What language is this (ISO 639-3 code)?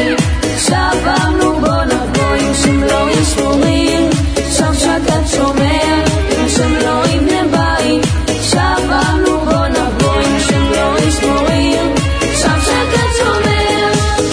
heb